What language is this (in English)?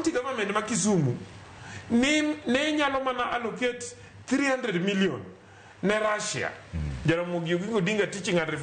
Luo (Kenya and Tanzania)